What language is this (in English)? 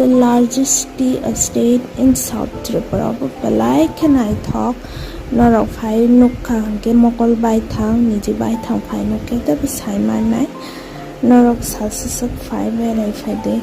Kok Borok